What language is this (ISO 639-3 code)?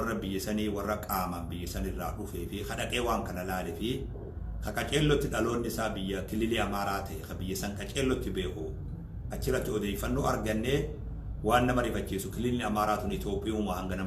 orm